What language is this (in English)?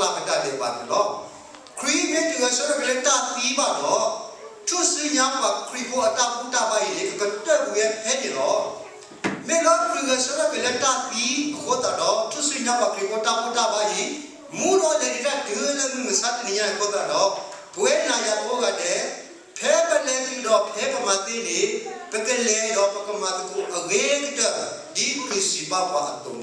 S'gaw Karen